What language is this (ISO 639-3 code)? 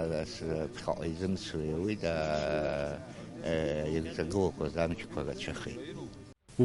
abk